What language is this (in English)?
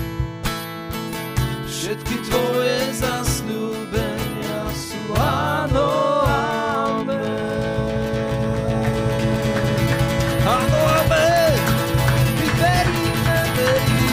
Slovak